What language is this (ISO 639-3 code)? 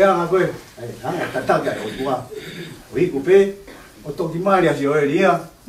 ton